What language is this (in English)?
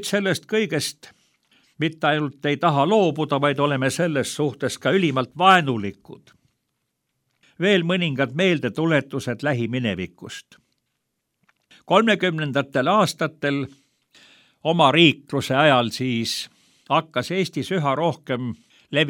Estonian